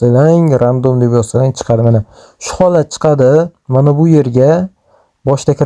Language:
Uzbek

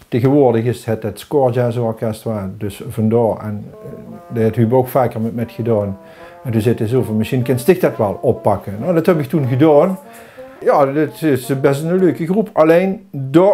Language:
Limburgish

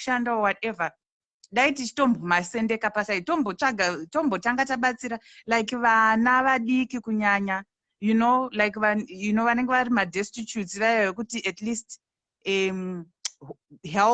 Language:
Shona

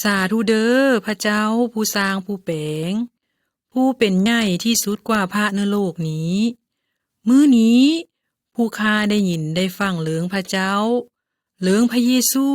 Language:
Lao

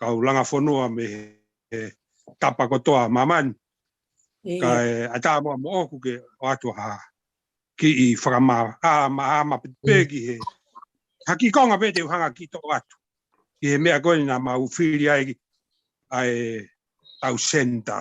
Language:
Tongan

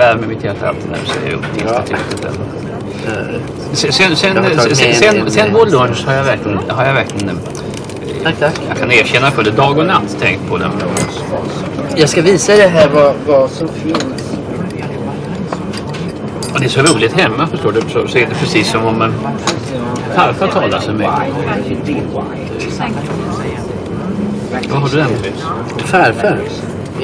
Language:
Swedish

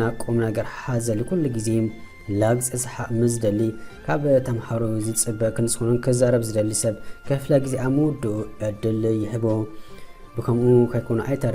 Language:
Tigrinya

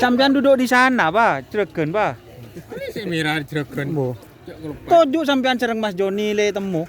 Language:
Madurese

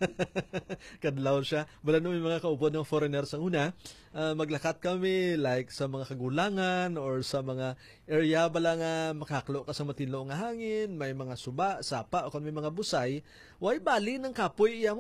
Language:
Hiligaynon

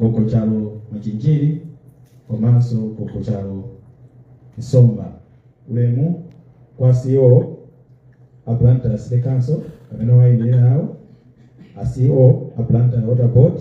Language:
Nyanja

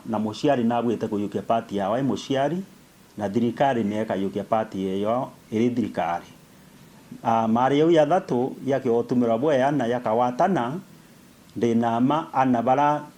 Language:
Meru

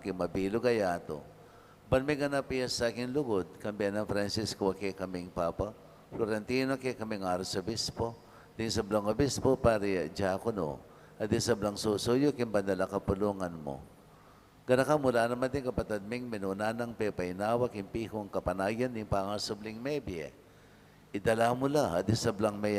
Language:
Pampanga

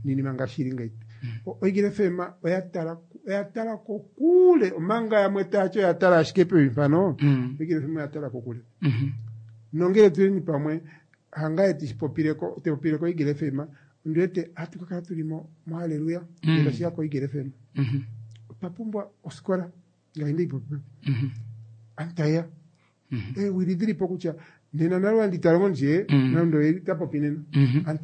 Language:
Kuanyama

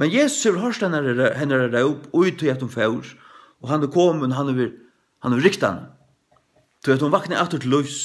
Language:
Faroese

